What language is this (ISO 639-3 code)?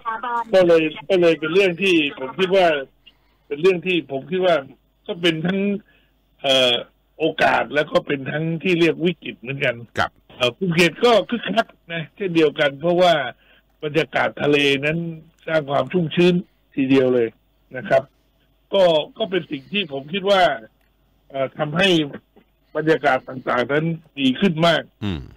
tha